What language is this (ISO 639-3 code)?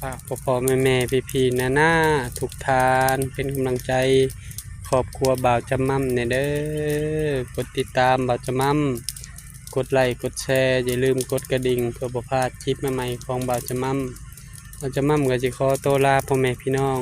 tts